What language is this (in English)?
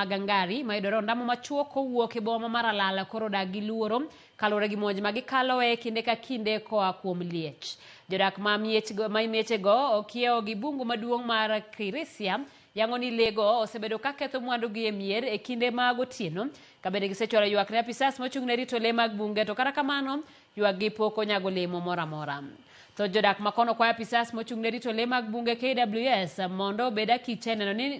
Luo (Kenya and Tanzania)